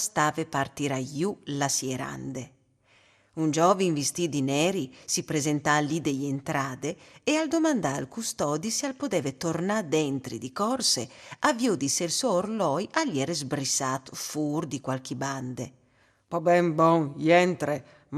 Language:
Friulian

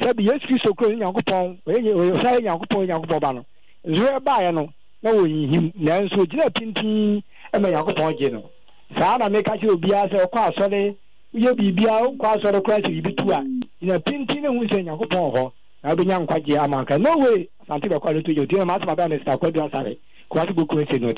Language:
Akan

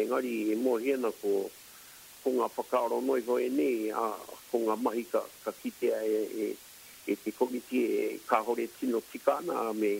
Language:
Māori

